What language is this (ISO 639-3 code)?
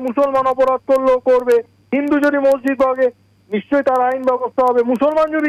ben